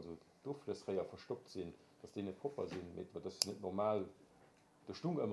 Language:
Luxembourgish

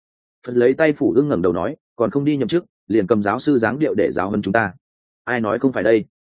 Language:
Vietnamese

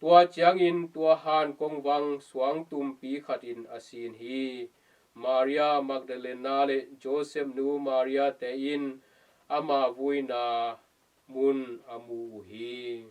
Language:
Tedim Chin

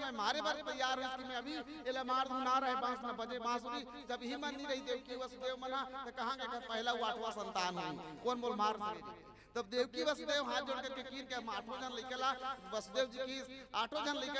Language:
Chhattisgarhi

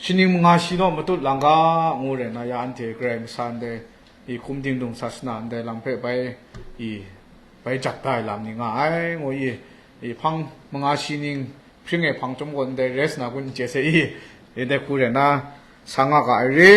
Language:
Kachin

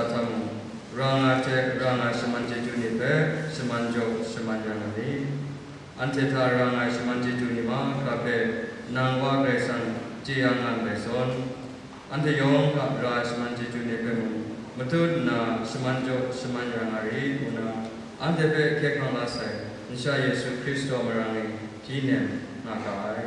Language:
Kachin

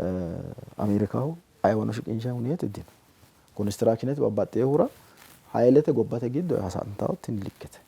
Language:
Sidamo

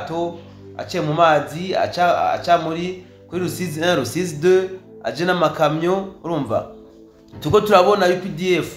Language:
Rundi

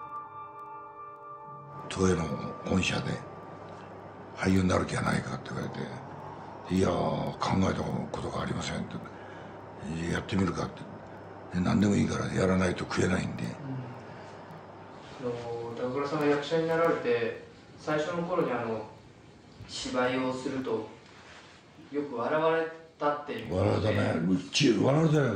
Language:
Japanese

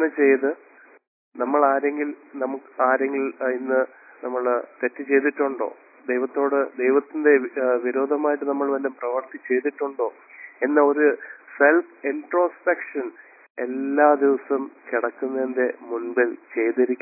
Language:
Malayalam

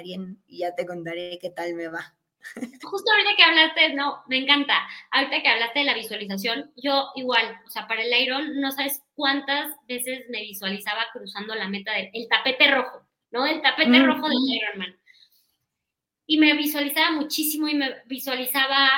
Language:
Spanish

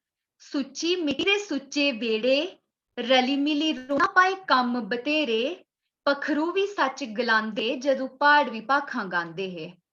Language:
Dogri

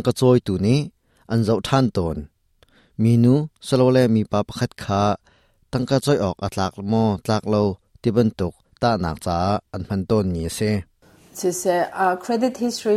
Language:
Hakha Chin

